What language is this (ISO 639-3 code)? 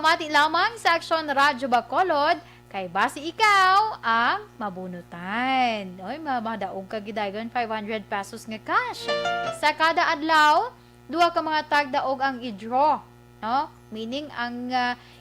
hil